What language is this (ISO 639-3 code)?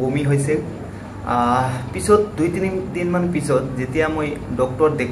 asm